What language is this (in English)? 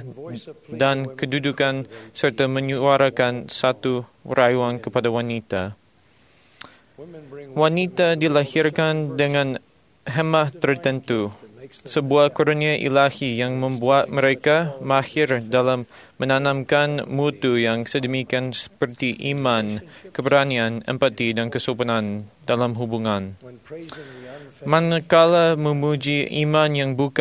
Malay